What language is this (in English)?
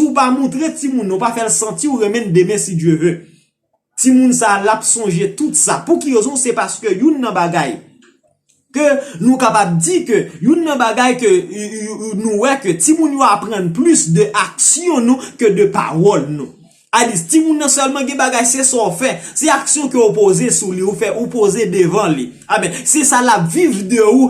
Haitian Creole